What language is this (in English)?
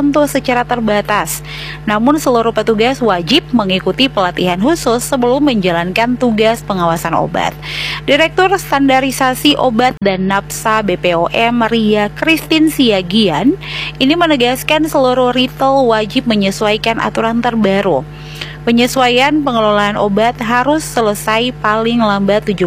Indonesian